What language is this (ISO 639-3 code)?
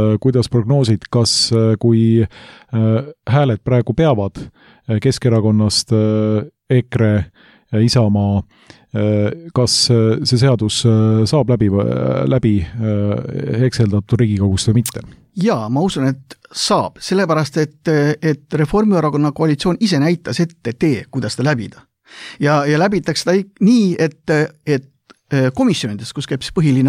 est